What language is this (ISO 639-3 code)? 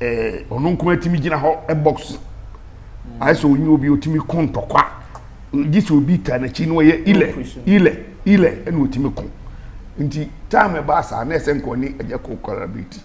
aka